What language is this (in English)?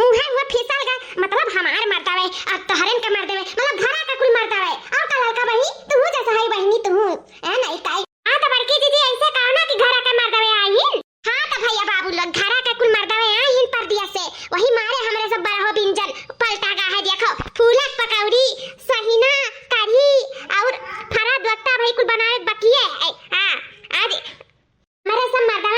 Awadhi